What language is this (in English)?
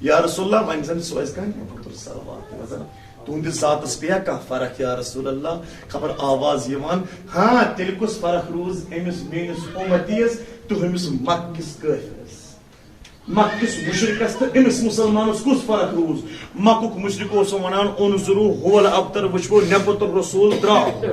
Kashmiri